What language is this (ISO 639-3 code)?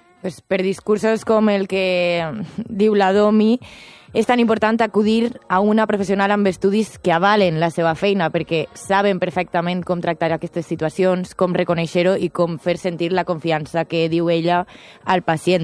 cat